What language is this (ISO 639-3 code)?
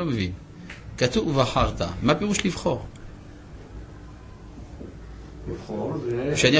heb